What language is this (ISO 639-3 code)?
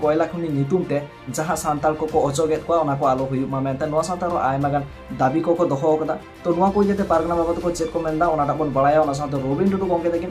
sat